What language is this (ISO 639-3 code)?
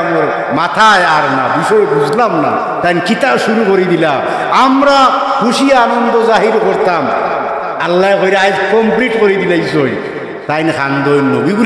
syl